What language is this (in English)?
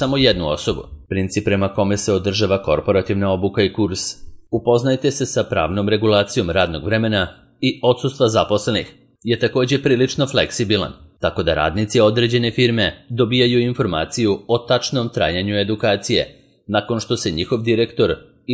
Serbian